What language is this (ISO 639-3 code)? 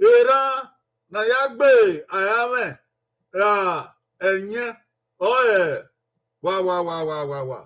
bin